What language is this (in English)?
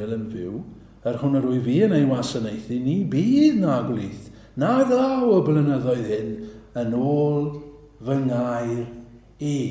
Welsh